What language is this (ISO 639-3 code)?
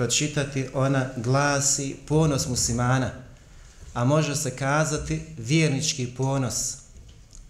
bos